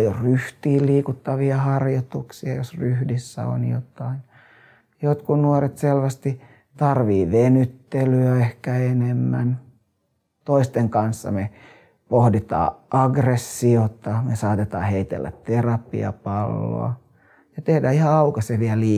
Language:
Finnish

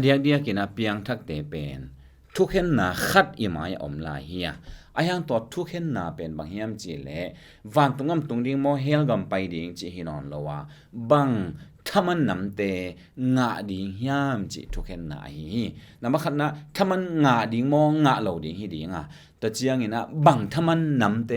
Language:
Tedim Chin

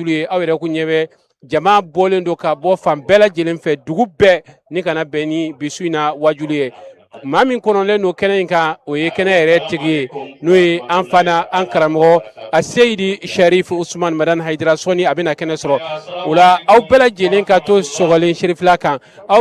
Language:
Bambara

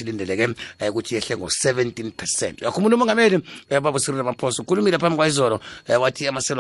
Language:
South Ndebele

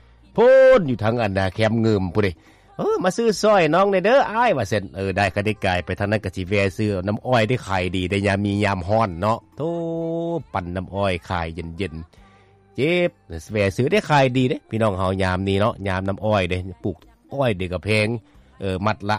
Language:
Lao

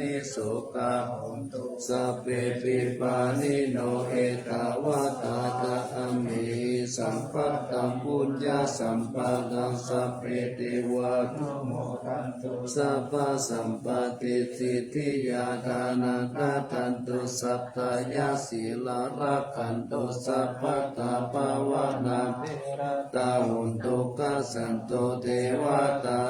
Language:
Pali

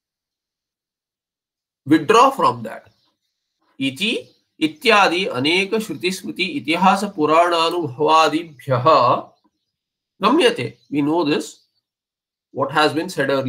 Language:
English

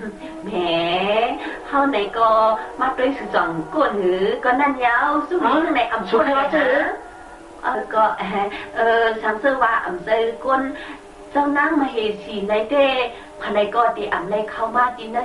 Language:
Shan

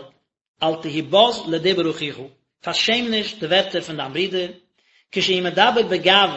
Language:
Yiddish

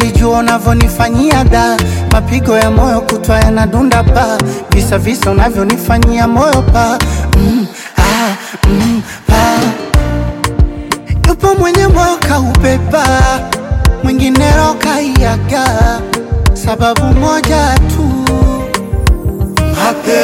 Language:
Swahili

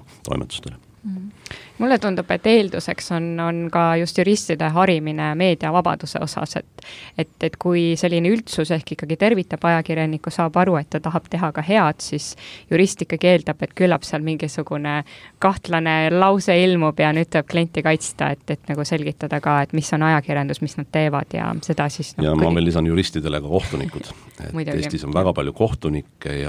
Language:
Estonian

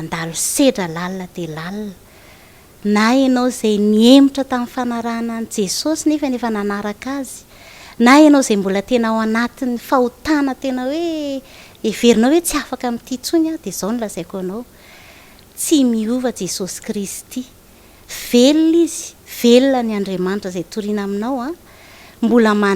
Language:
Malagasy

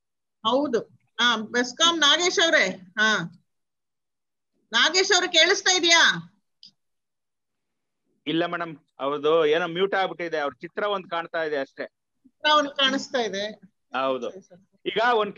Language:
Kannada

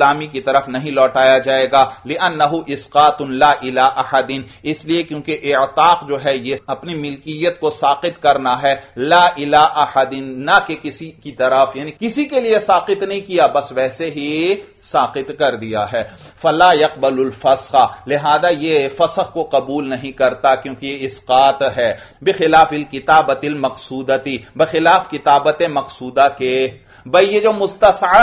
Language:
Urdu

